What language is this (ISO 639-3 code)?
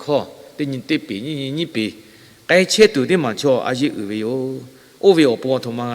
lhu